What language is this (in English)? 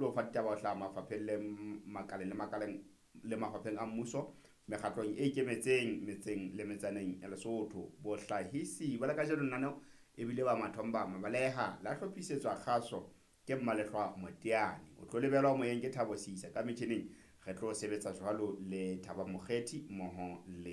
Southern Sotho